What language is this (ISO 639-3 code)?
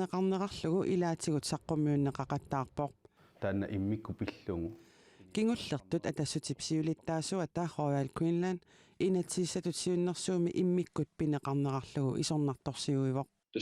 kal